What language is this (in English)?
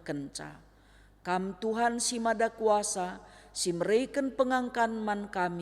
Batak Karo